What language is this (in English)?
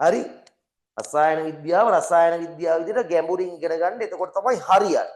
Sinhala